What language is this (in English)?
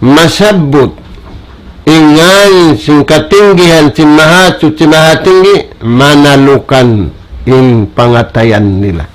Tausug